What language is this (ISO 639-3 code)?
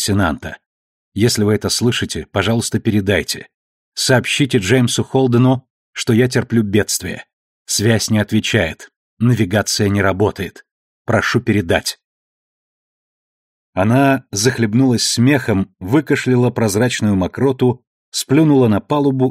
rus